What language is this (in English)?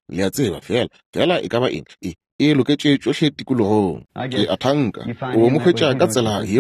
Northern Sotho